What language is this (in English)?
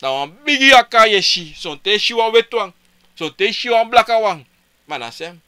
Sranan Tongo